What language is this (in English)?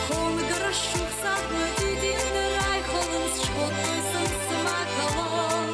Ossetic